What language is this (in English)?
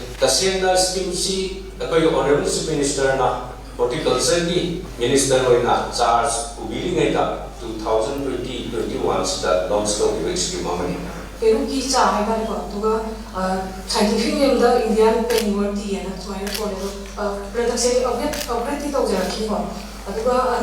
Manipuri